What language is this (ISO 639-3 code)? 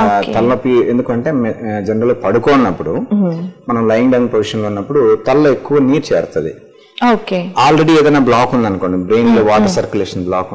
tel